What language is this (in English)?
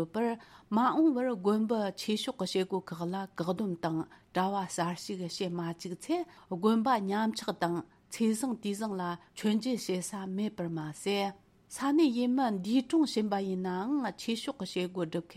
Tibetan